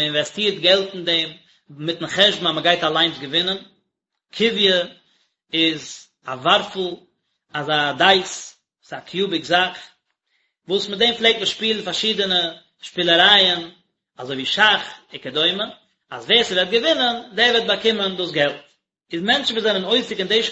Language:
Yiddish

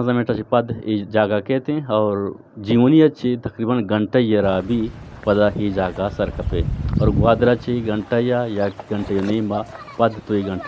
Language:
Eastern Balochi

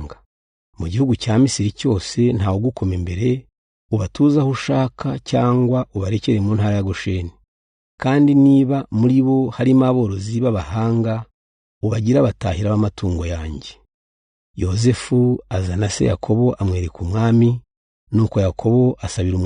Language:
Kinyarwanda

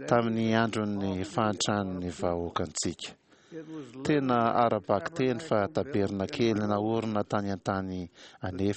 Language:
Malagasy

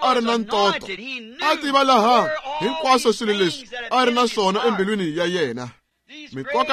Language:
Tsonga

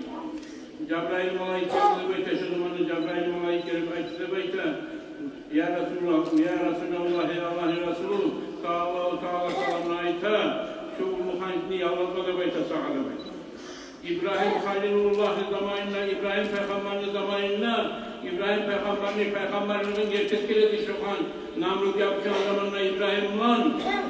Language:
Kumyk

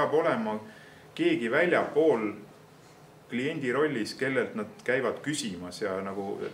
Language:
Estonian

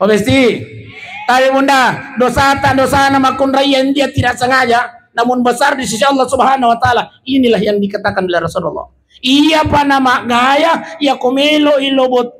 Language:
Buginese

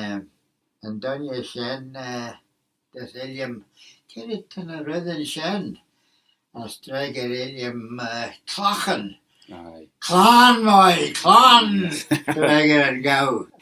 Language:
Manx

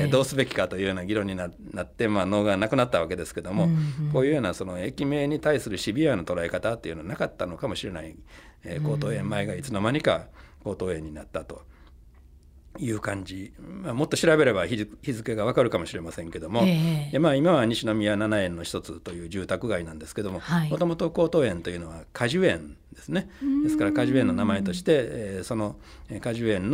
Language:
Japanese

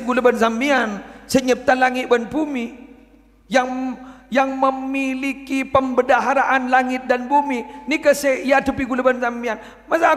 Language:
Madurese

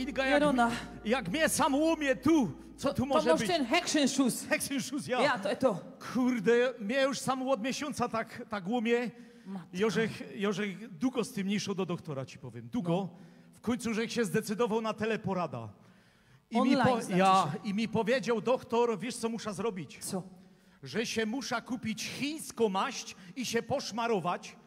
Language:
Silesian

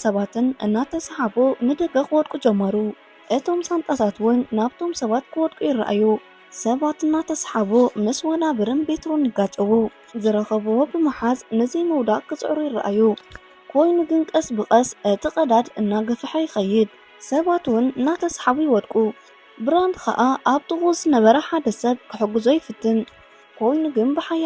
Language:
Tigrinya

